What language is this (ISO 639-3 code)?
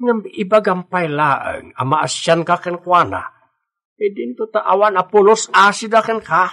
ilo